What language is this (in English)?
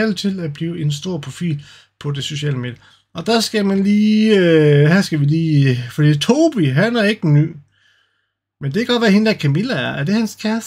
Danish